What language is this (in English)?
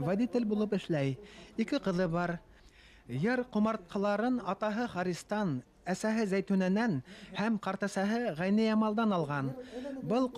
Bashkir